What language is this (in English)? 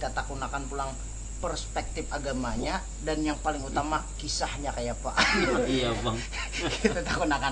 Banjar